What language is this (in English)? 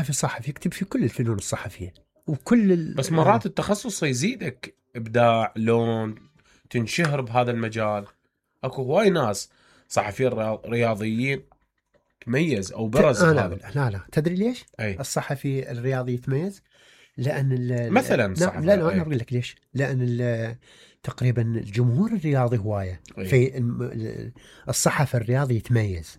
Mesopotamian Arabic